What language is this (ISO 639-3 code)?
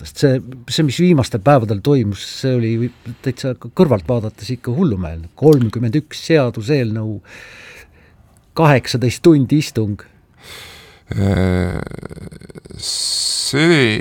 est